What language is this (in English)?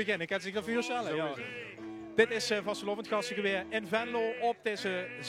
Limburgish